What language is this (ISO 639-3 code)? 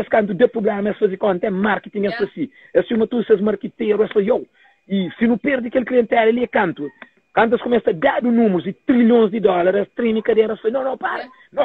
kea